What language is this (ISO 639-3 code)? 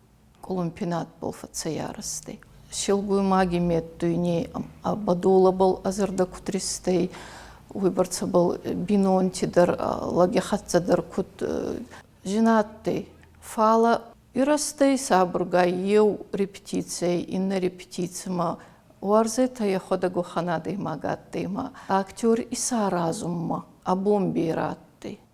oss